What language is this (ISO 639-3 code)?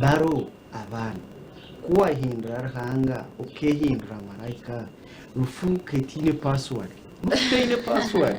nyn